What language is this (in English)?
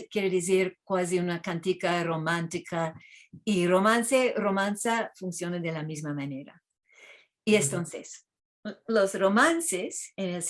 Ladino